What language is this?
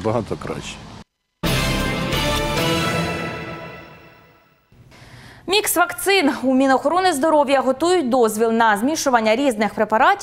Ukrainian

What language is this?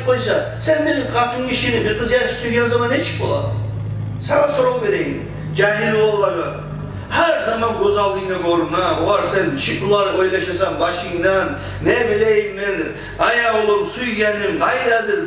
Kumyk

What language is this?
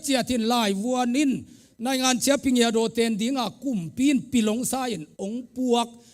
Tedim Chin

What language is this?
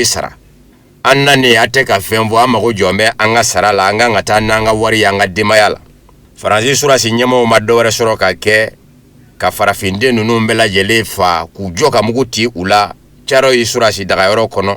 Bambara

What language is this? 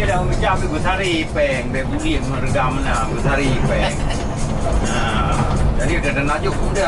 Achinese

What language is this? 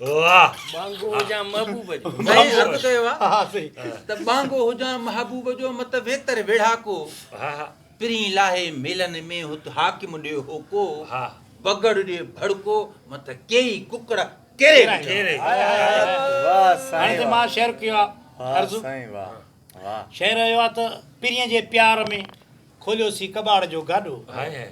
Sindhi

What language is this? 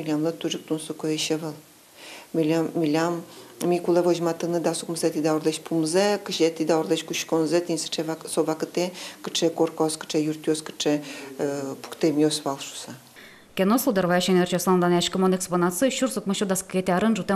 Udmurt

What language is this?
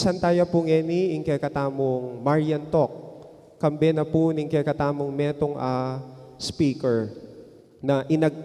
Pampanga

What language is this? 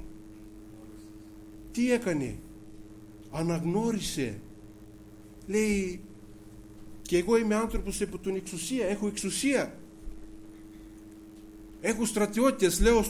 Greek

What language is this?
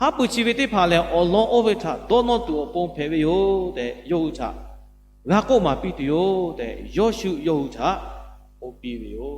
Lahu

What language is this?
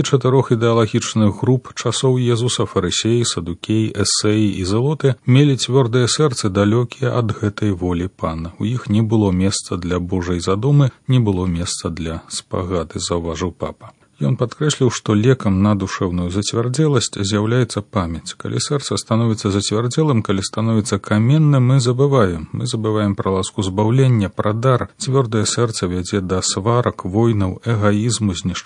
Belarusian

